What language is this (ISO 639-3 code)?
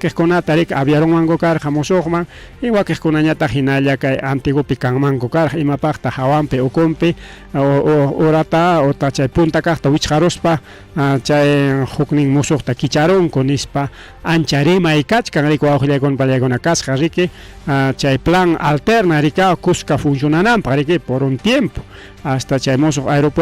quy